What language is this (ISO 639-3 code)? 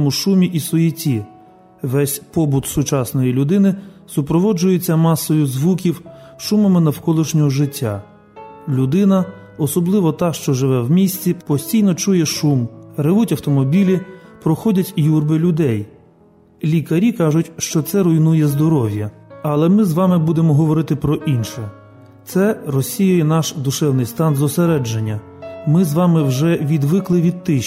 ukr